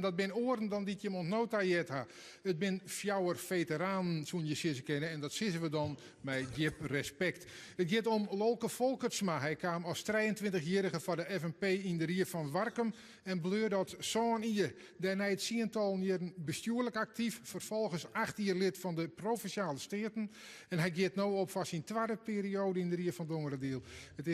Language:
Western Frisian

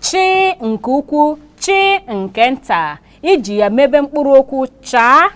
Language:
Igbo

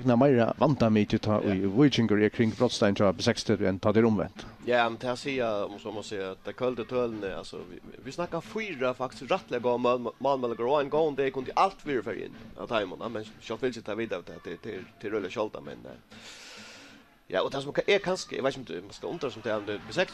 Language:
Faroese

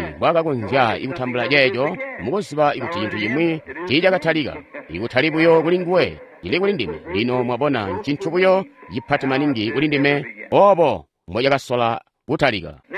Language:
Tonga (Zambia)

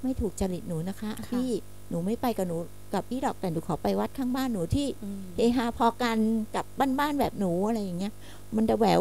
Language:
Thai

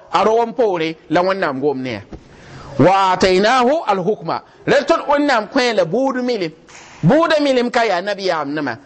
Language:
Mossi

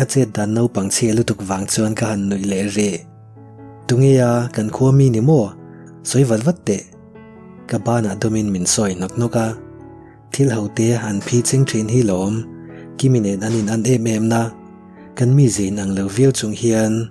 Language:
Mizo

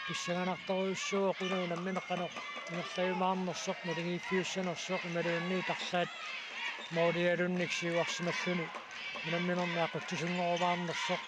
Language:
Kalaallisut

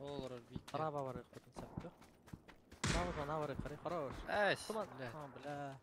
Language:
Yakut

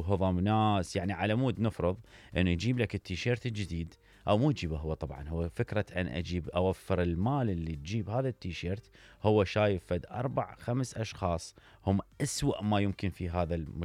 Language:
Mesopotamian Arabic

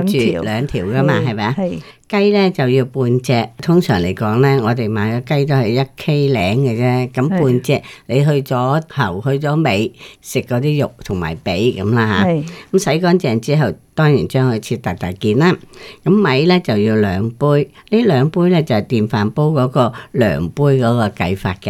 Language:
Cantonese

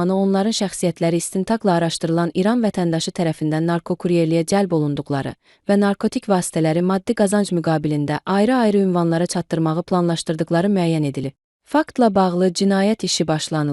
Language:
Azerbaijani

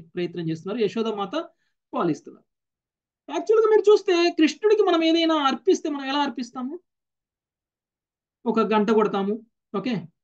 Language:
Telugu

